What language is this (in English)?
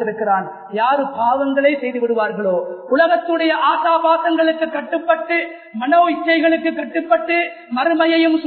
Tamil